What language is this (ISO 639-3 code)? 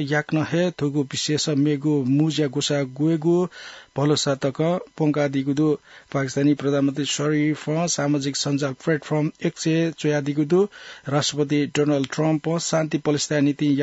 new